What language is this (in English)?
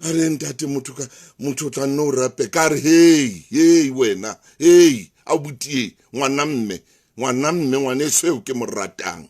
Southern Sotho